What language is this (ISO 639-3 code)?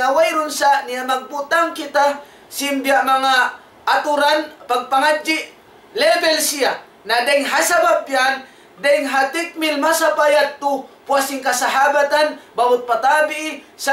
tsg